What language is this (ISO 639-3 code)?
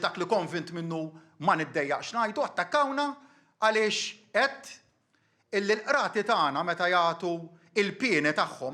mlt